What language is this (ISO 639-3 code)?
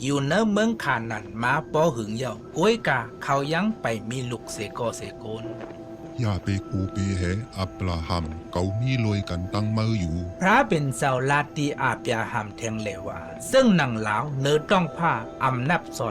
shn